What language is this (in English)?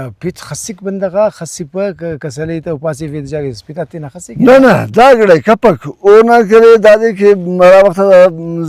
Brahui